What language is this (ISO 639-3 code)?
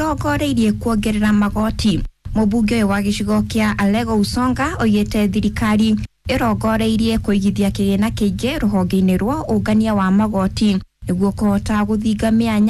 kik